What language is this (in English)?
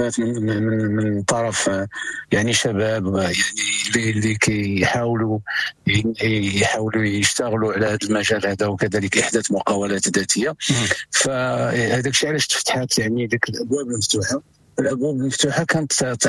Moroccan Arabic